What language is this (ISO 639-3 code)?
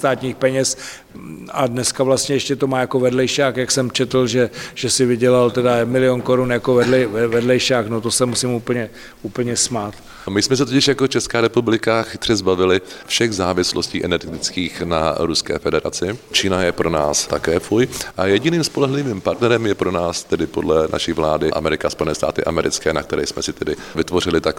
ces